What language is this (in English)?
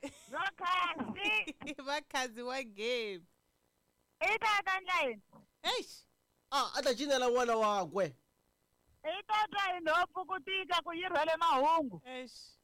Tsonga